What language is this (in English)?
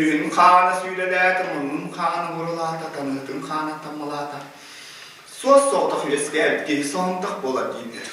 Yakut